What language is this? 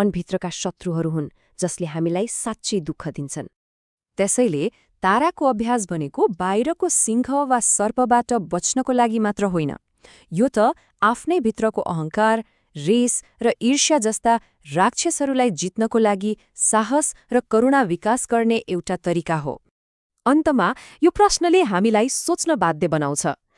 Nepali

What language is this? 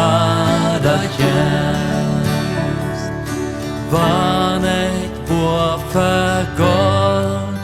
Plautdietsch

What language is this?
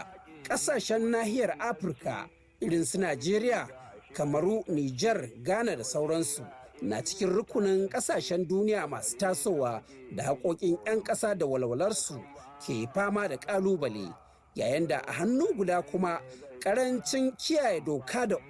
Hausa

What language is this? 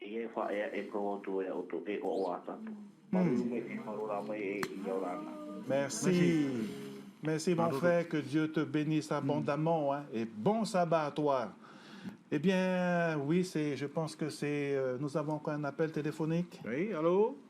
Tahitian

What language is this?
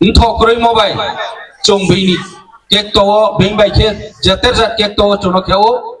Riang (India)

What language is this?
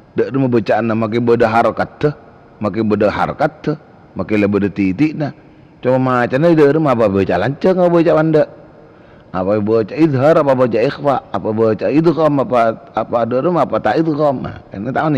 Madurese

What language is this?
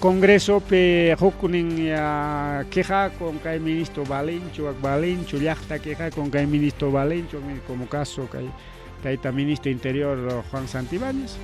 Ayacucho Quechua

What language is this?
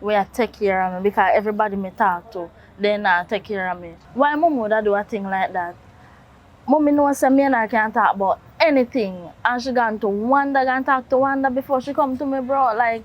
Jamaican Creole English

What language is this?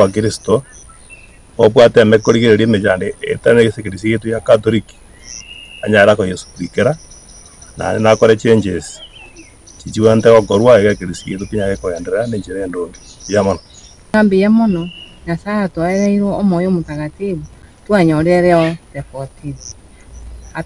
Gusii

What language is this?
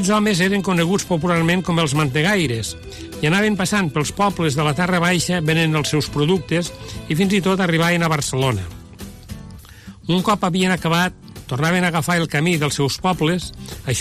Catalan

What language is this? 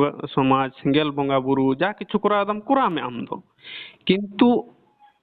Santali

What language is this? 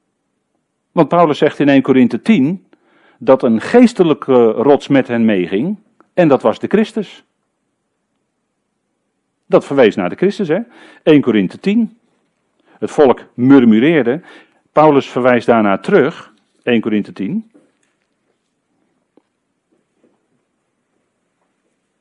Dutch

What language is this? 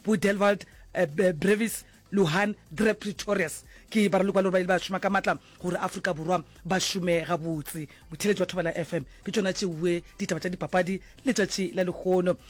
Northern Sotho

